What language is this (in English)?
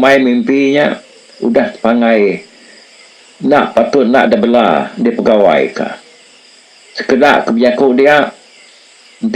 Iban